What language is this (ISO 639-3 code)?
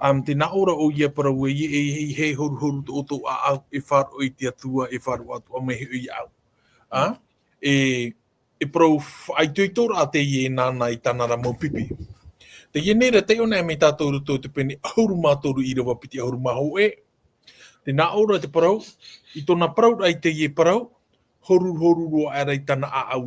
tah